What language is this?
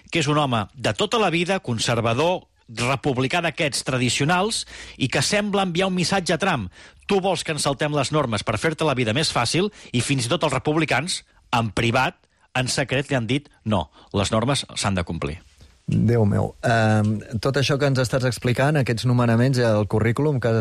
Catalan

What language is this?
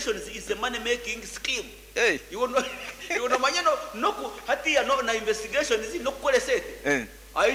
Nyankole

